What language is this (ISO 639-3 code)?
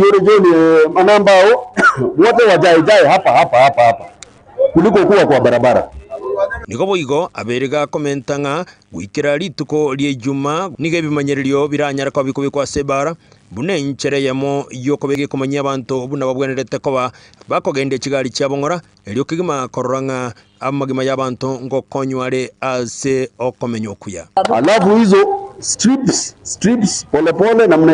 guz